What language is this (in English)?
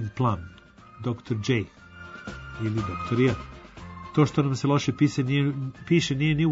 Serbian